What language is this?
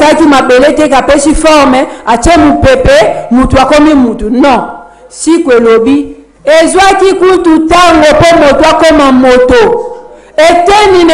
Lingala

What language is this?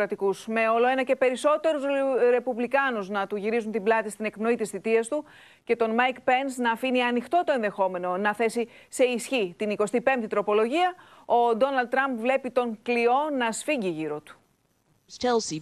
Greek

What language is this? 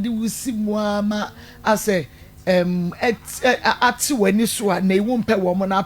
Akan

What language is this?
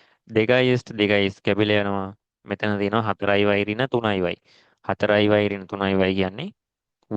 Sinhala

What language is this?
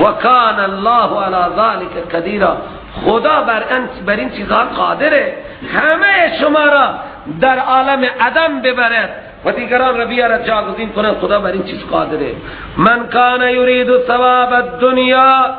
Persian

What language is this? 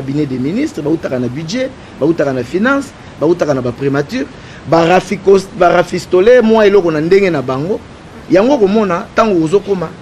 Lingala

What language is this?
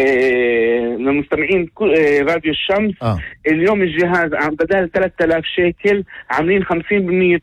North Levantine Arabic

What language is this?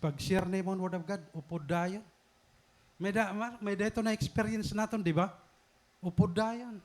Waray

